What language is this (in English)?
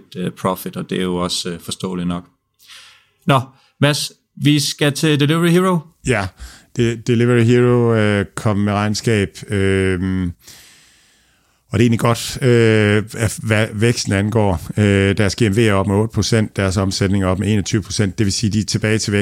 Danish